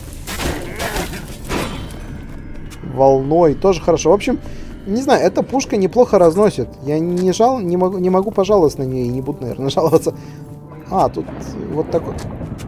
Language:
Russian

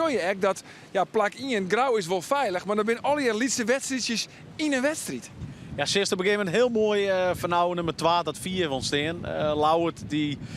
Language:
Western Frisian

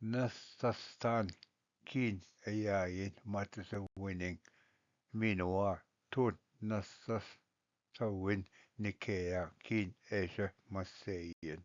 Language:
Ojibwa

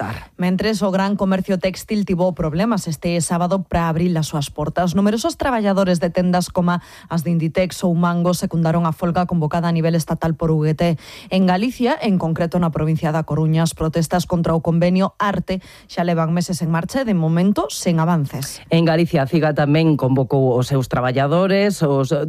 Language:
Galician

